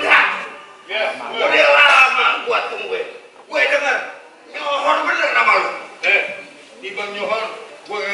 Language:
Betawi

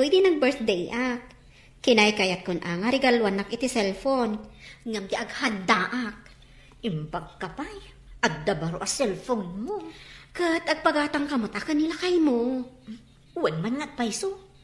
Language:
Iloko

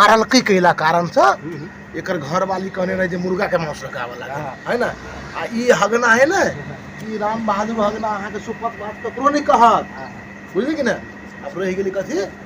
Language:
Maithili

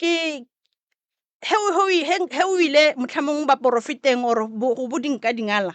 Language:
Northern Sotho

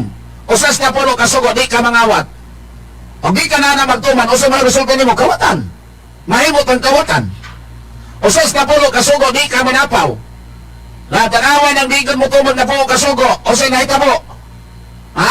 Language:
Cebuano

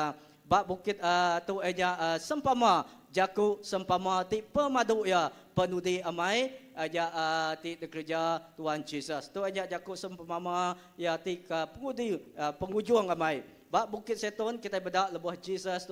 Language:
Iban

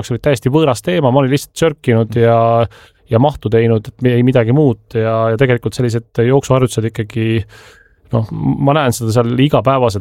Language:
Estonian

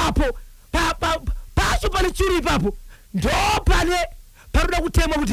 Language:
Shona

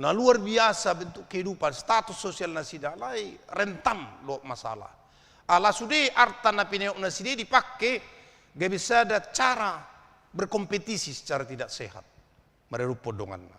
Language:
Batak Toba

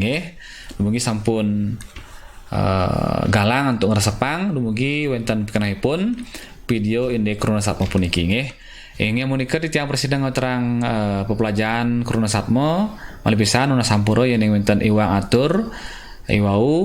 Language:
Balinese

